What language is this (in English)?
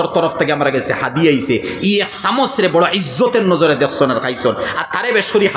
Sylheti